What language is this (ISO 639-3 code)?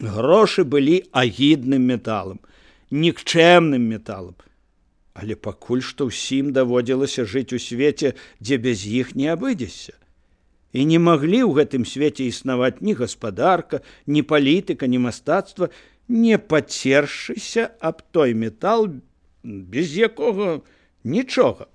bel